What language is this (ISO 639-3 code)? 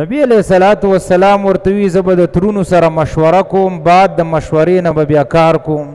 pus